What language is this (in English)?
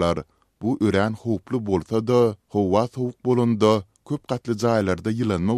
Turkmen